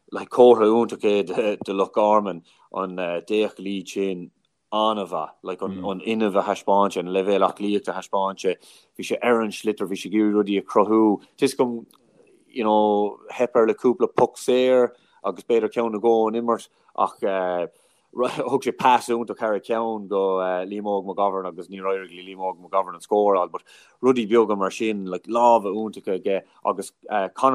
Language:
Irish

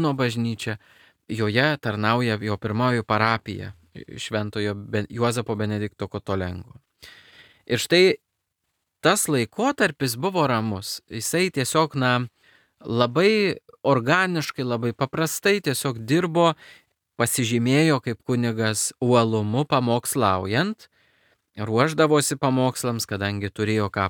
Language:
Lithuanian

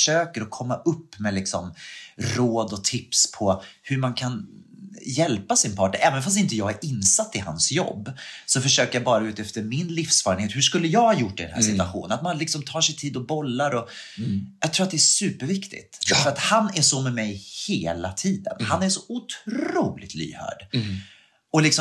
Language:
Swedish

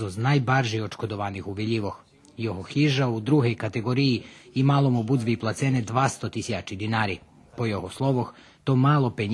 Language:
Rusyn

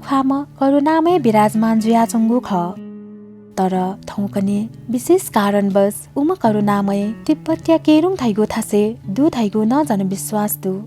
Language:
Newari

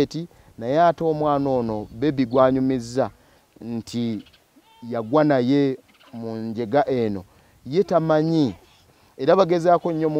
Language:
Ganda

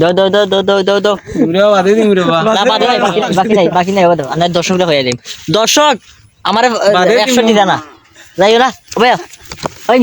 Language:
Sylheti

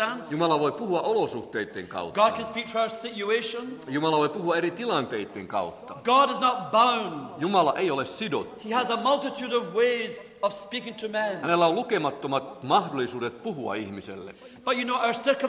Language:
Finnish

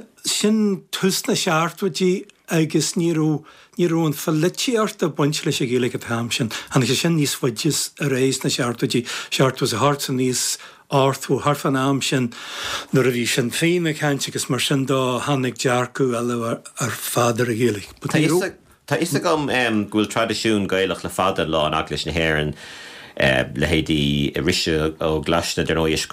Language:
Irish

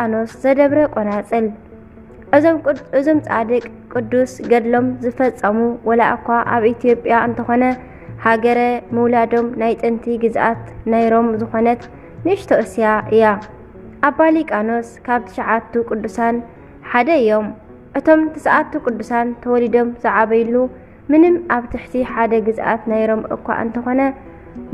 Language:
Tigrinya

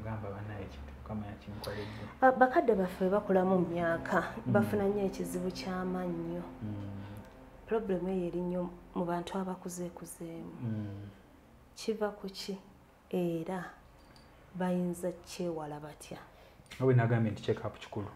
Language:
Ganda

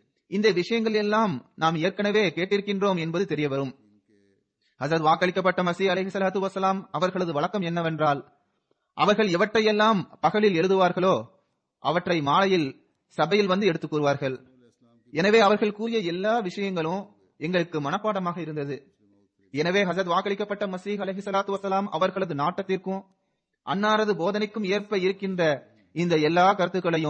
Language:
Tamil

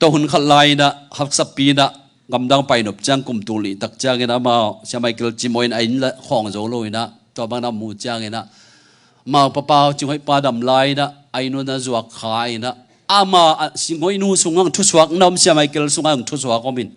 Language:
Tedim Chin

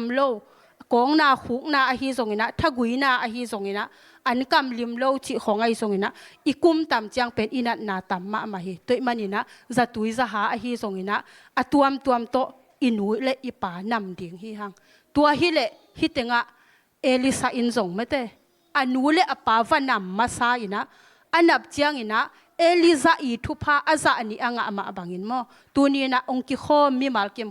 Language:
Tedim Chin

